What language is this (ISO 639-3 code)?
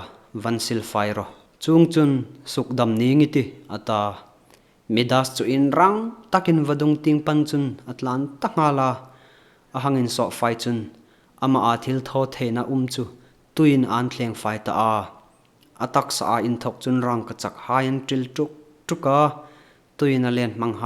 hmr